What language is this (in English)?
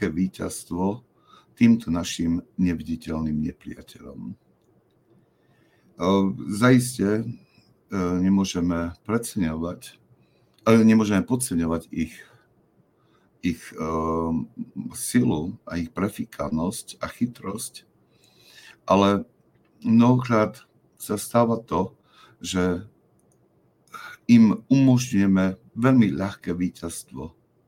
Slovak